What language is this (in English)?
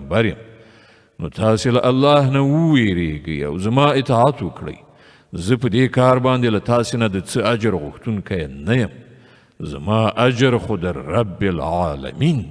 Pashto